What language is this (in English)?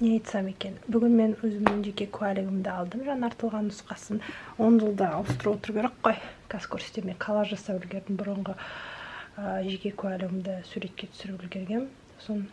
Kazakh